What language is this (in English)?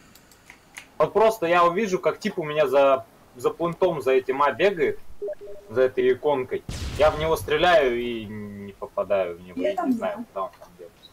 Russian